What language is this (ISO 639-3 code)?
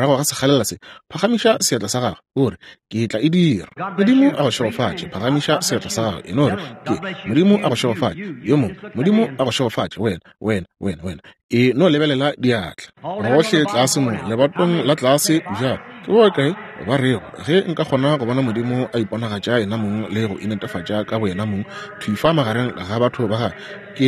nso